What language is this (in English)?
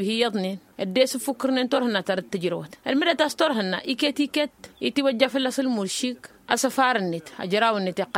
Tamasheq